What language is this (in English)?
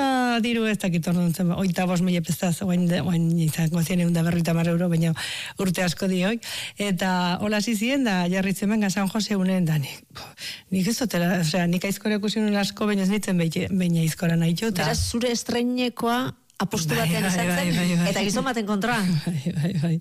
Basque